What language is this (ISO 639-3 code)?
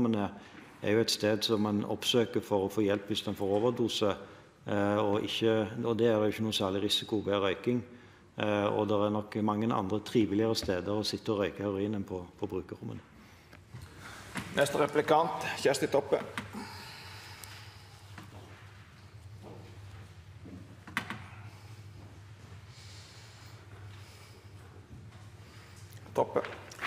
nor